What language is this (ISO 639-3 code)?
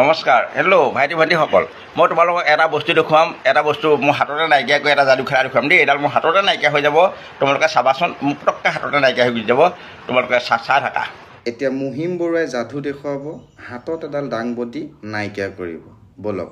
asm